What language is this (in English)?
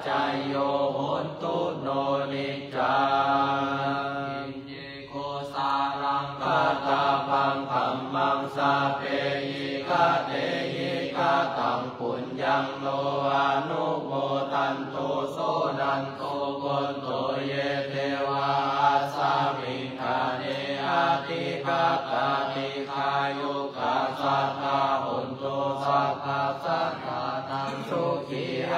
Pali